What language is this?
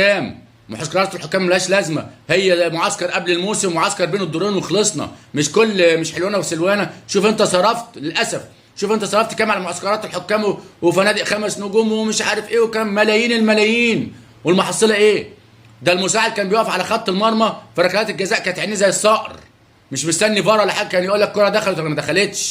Egyptian Arabic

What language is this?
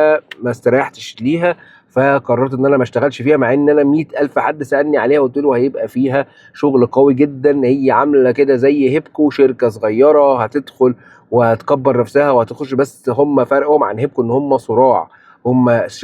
Egyptian Arabic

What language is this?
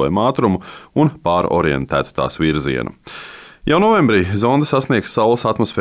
Latvian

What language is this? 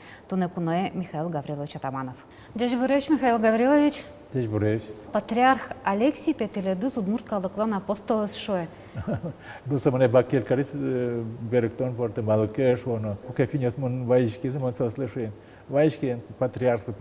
Udmurt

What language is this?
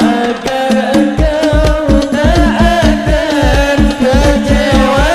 Banjar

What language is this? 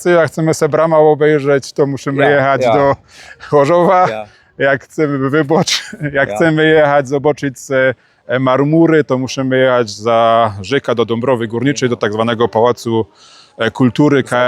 Silesian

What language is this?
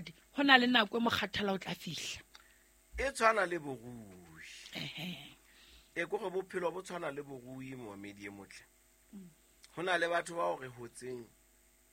Southern Sotho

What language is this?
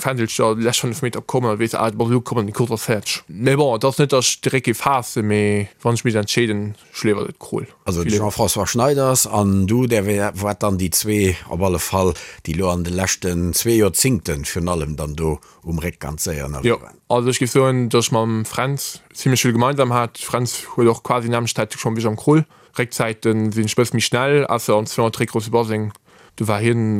Luxembourgish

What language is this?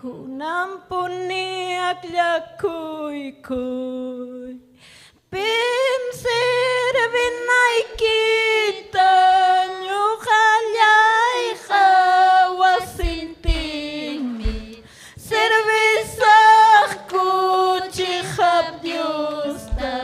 Ayacucho Quechua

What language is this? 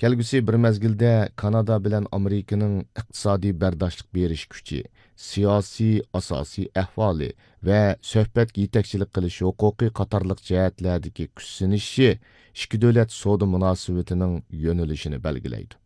Uyghur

